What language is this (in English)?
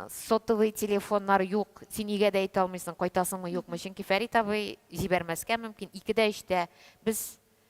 Tatar